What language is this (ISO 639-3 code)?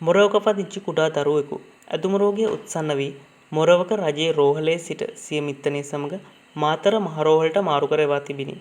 sin